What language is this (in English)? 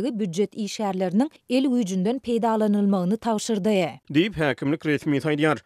Turkmen